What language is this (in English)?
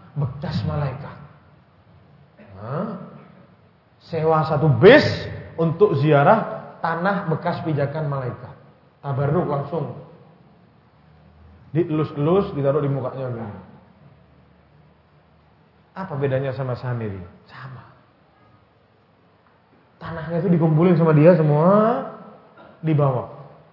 Indonesian